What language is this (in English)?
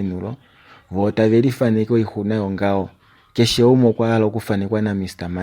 Kuanyama